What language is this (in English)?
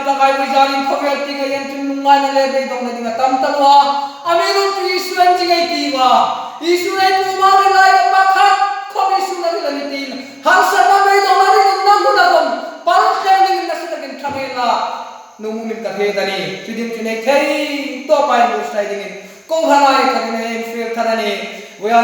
Hmar